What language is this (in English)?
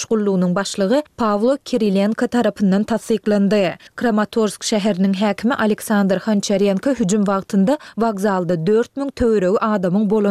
Turkmen